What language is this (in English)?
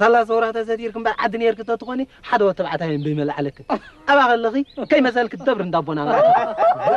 Tigrinya